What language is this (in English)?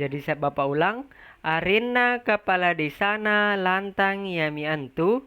Makasar